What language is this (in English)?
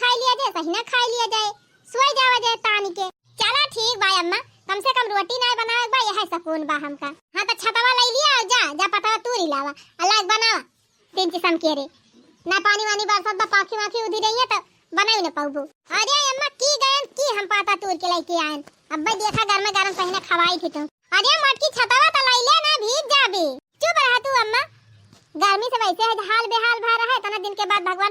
Awadhi